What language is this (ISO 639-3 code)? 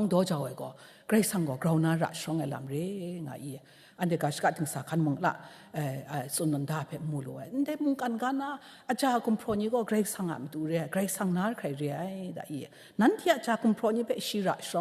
kac